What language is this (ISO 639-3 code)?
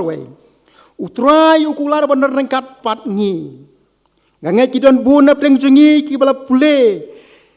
kha